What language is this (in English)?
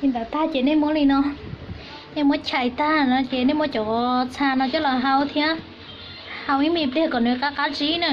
Hmong